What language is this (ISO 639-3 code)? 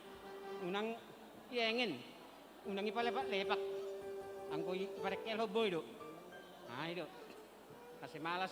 bts